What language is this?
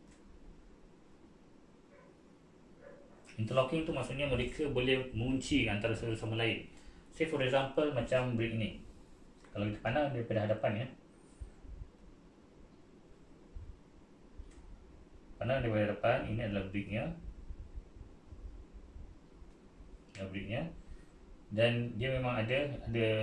Malay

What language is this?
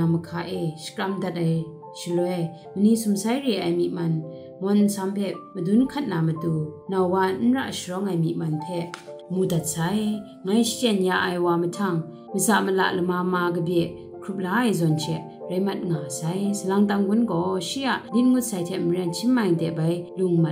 Kachin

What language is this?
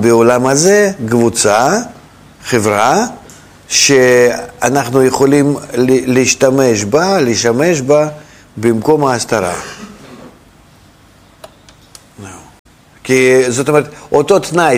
Hebrew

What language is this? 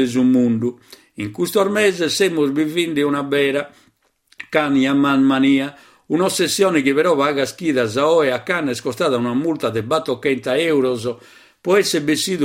Sardinian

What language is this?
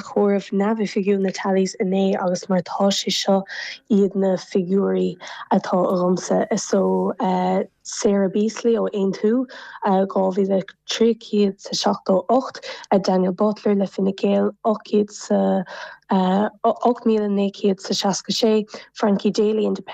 Irish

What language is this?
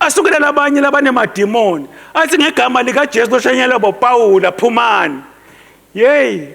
Swati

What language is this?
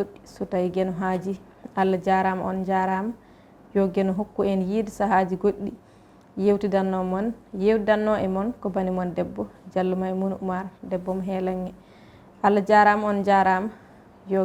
Fula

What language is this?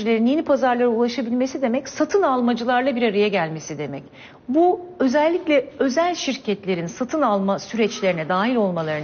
Turkish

